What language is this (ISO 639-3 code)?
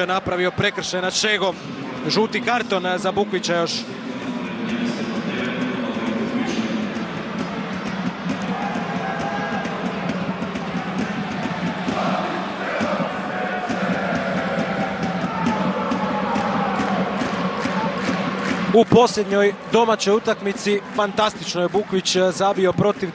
hrv